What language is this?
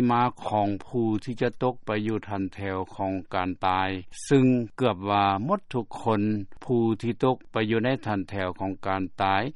Lao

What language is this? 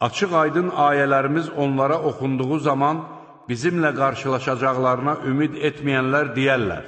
Azerbaijani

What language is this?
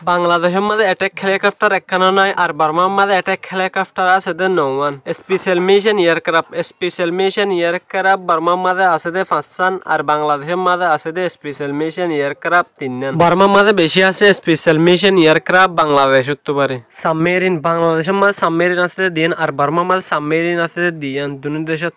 Rohingya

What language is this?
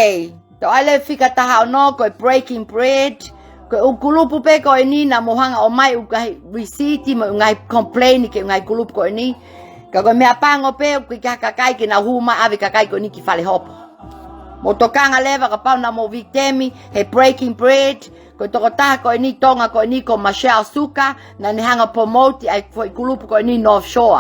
Tongan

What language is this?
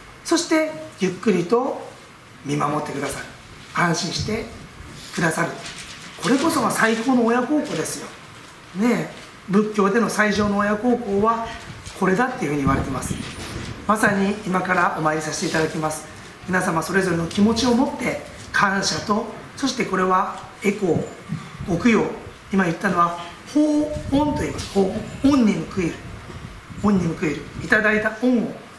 Japanese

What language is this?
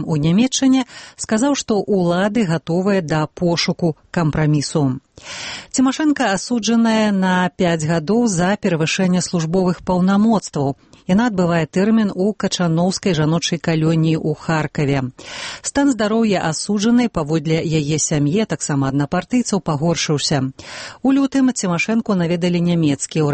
Belarusian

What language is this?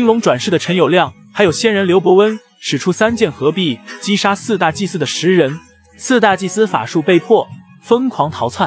Chinese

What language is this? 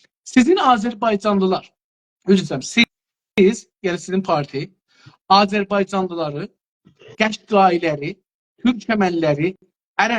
South Azerbaijani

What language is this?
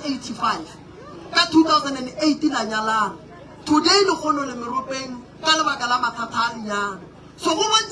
Northern Sotho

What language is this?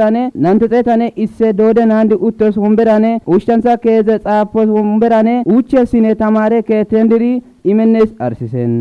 Kafa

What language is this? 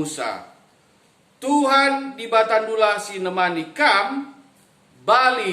Batak Karo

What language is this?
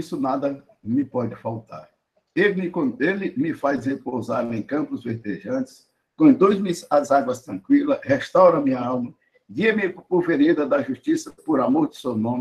Portuguese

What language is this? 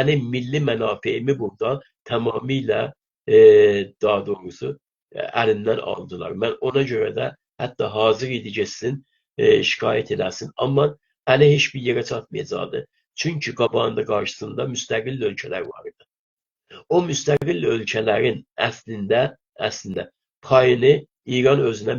South Azerbaijani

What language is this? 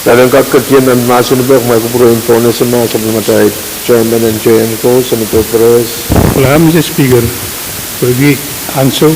Pohnpeian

